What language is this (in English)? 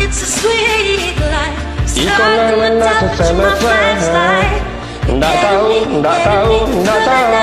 Minangkabau